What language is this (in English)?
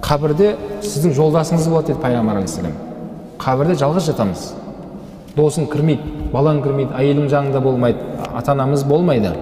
Kazakh